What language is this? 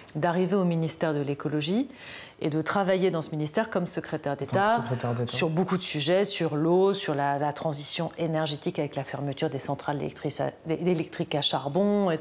French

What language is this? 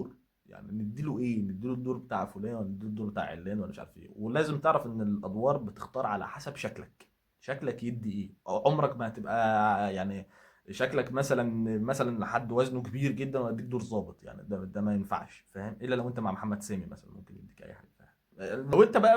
Egyptian Arabic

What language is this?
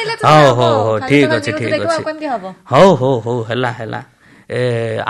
Odia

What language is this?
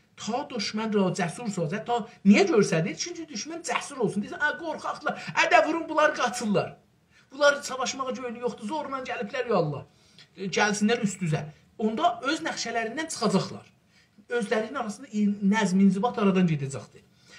South Azerbaijani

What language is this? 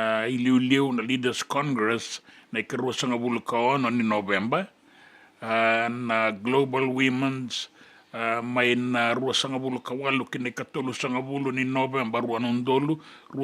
Fijian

